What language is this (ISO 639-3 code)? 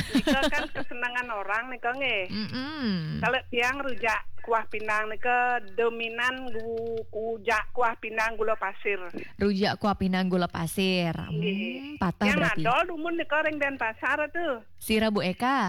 ban